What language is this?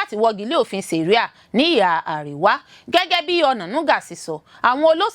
Yoruba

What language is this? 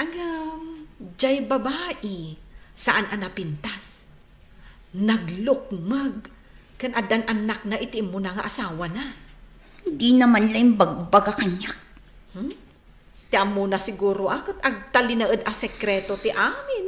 Iloko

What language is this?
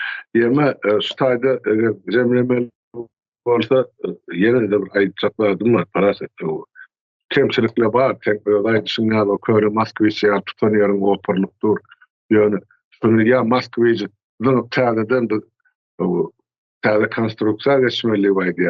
Turkmen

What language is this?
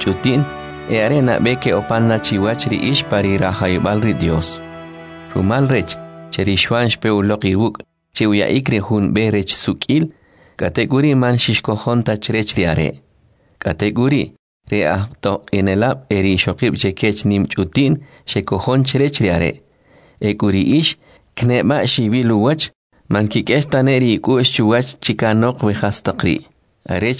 Kʼicheʼ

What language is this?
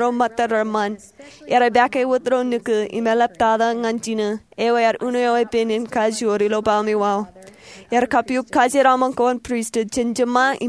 Marshallese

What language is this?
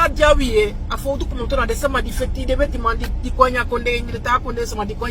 Sranan Tongo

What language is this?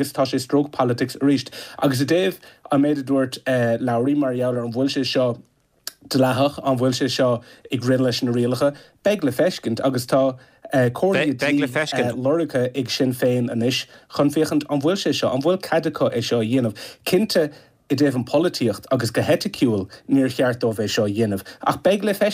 Irish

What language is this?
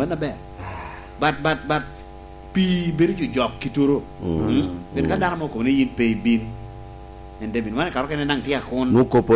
Lango (Uganda)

